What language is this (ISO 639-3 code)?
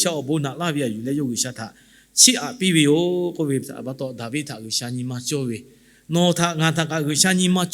lhu